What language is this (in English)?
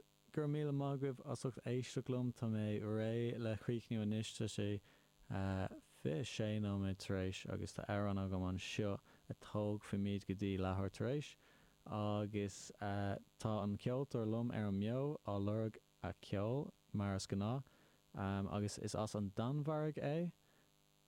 Irish